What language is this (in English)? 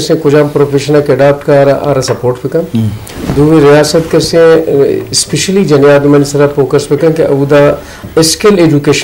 Eastern Balochi